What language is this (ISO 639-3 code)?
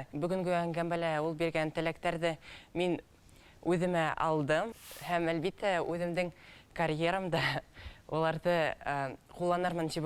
bak